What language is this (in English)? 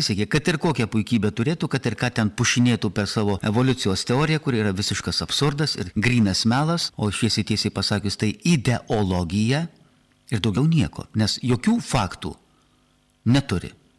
Lithuanian